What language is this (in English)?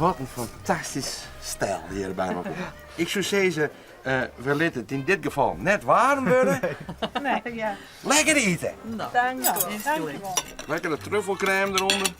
Western Frisian